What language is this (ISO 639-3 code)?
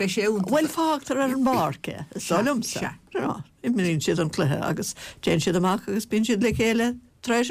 gle